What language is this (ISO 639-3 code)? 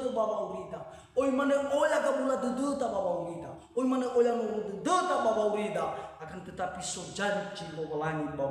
nia